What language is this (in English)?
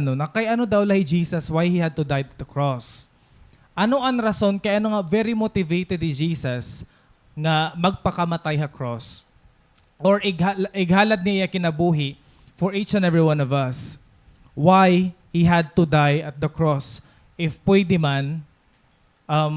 Waray